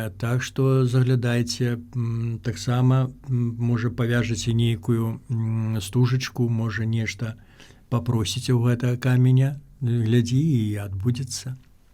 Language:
Belarusian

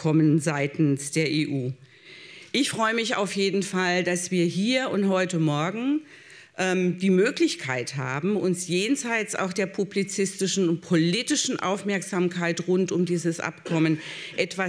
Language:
German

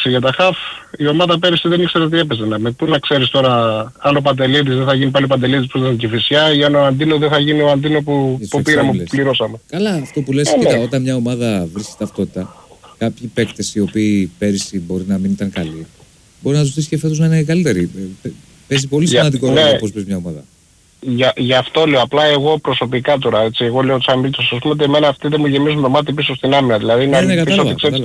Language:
Greek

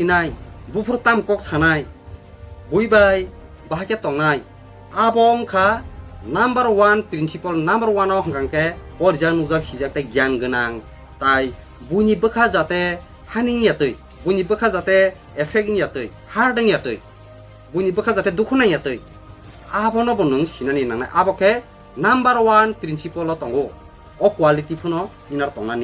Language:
Kok Borok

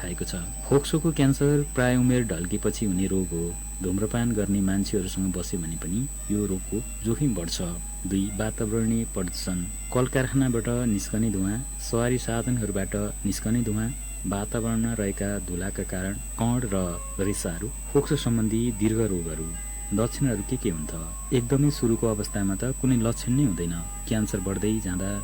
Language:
Nepali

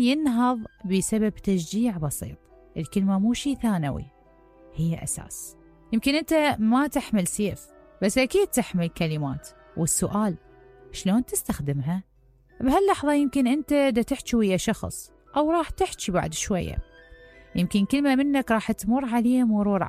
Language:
Mesopotamian Arabic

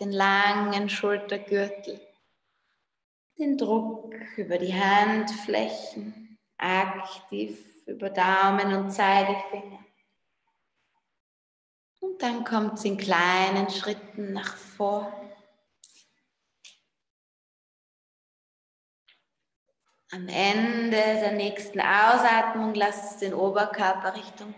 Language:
German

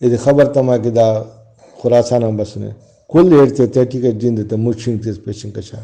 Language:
Brahui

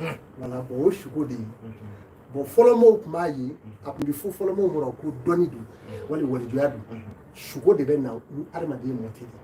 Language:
Bambara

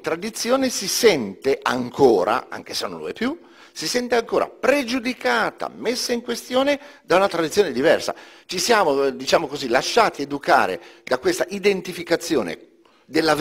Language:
Italian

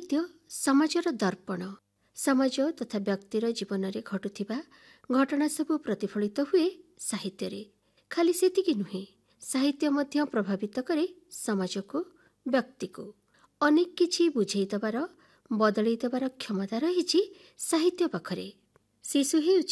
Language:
Odia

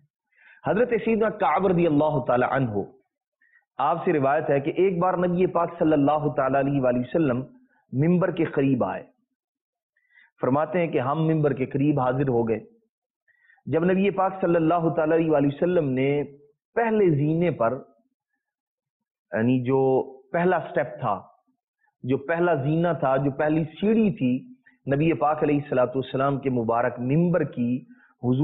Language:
Urdu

